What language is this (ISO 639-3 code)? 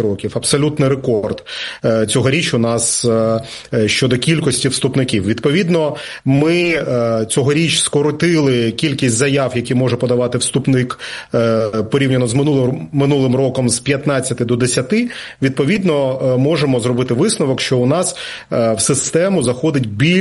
ukr